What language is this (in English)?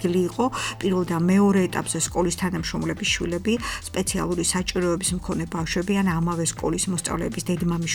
Georgian